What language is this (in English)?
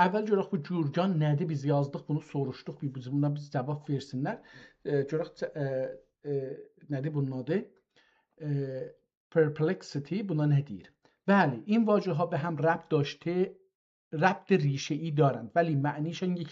South Azerbaijani